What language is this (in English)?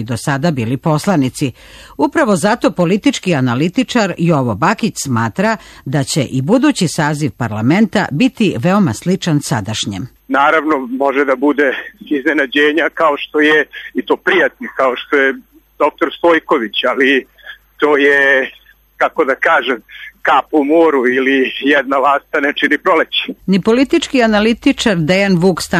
Serbian